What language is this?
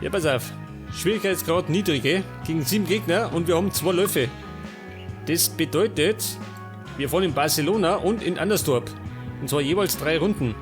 Bavarian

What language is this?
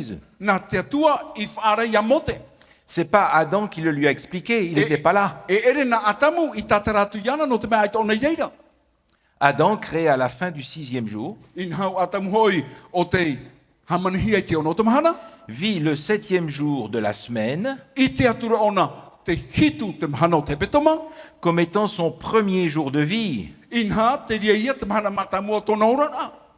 Tahitian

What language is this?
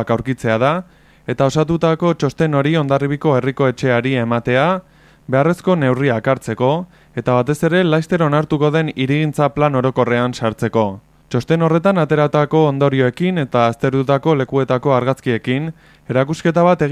Basque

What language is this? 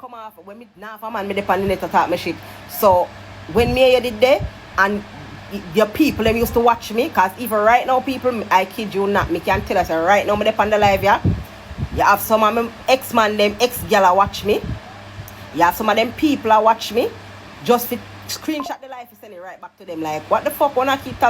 Jamaican Creole English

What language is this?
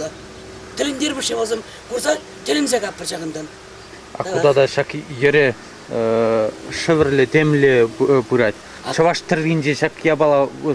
Chuvash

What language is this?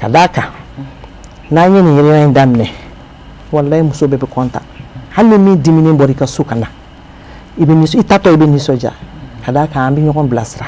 Bambara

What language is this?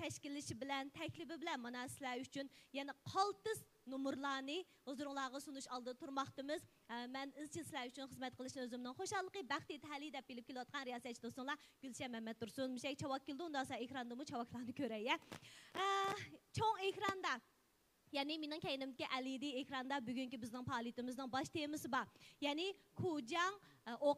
Uyghur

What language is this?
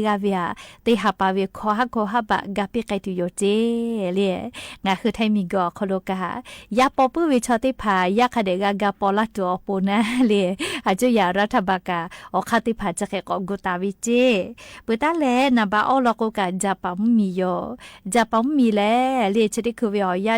Lahu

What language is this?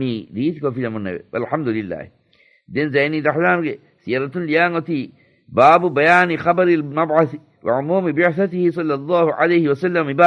Divehi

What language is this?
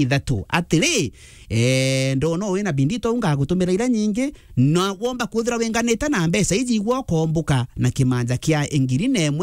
Meru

